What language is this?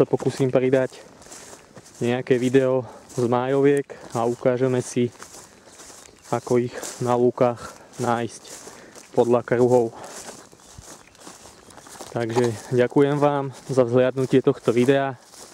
Slovak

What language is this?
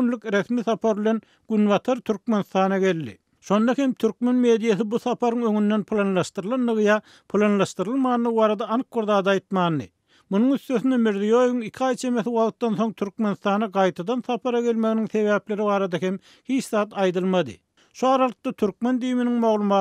Turkmen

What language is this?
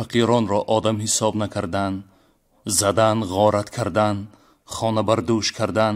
Tajik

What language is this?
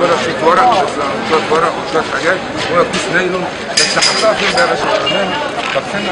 Egyptian Arabic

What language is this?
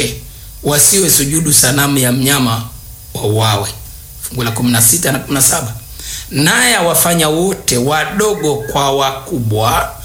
Swahili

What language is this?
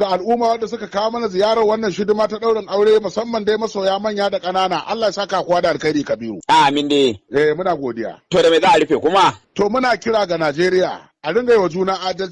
Hausa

